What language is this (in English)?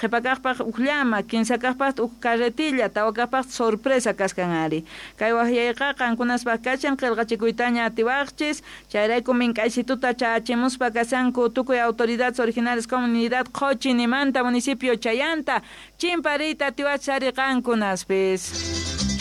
South Bolivian Quechua